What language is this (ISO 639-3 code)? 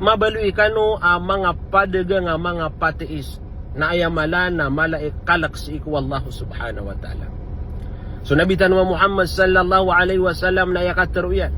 mrw